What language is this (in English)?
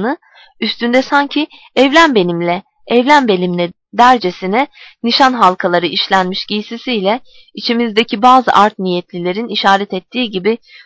Turkish